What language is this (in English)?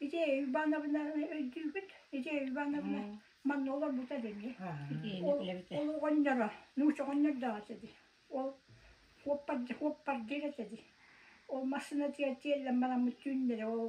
Yakut